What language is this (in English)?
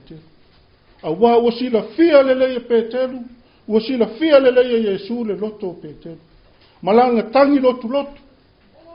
Samoan